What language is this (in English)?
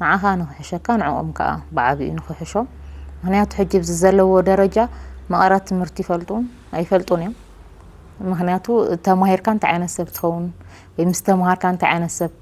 Tigrinya